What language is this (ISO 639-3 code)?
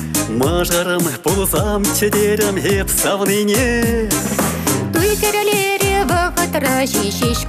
chv